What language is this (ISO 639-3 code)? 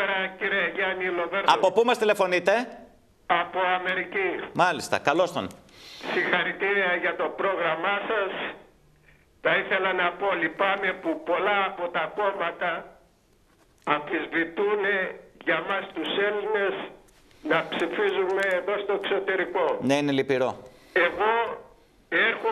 ell